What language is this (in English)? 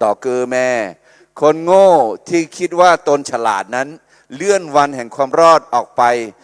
Akha